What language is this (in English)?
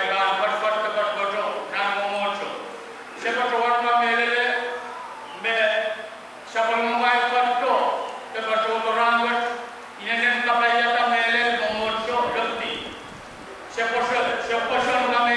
Pohnpeian